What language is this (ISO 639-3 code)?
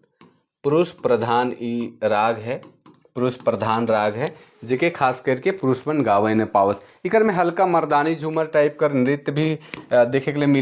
sck